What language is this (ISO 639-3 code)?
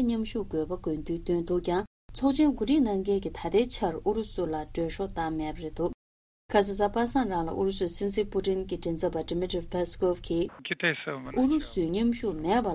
bod